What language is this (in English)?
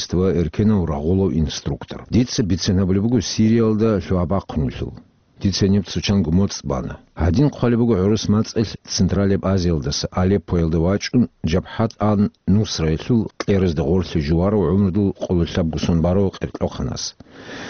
Avaric